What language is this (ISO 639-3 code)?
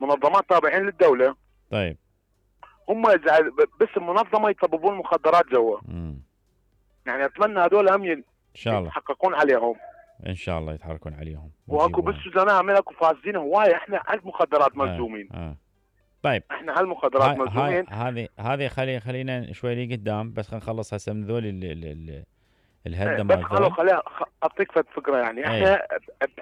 acm